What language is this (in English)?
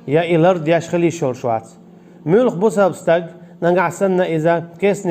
Chechen